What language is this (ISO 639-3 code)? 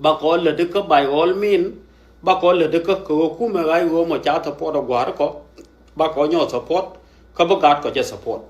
nus